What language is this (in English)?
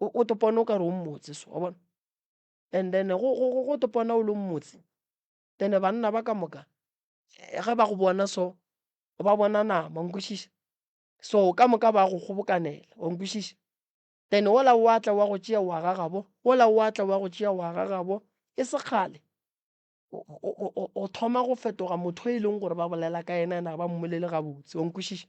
Northern Sotho